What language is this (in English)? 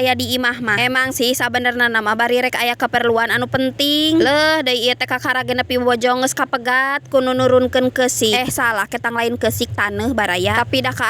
Sundanese